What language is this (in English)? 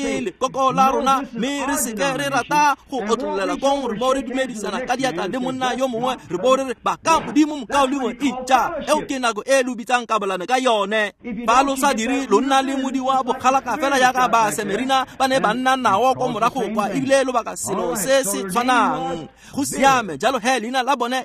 Tswana